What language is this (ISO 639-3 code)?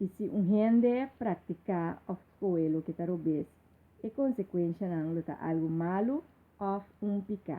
pap